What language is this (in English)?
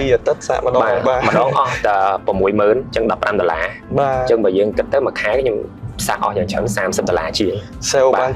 Khmer